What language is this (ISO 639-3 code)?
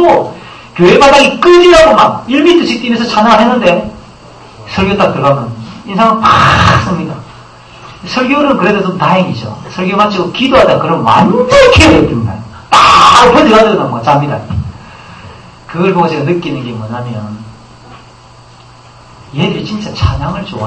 kor